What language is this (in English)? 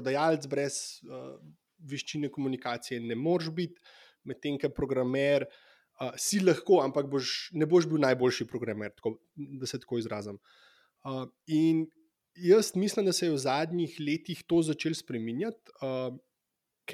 Slovenian